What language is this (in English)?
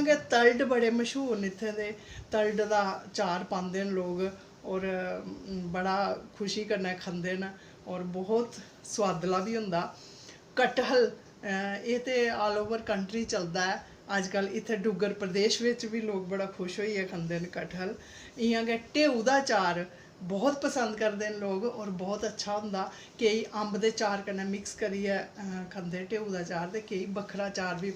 Dogri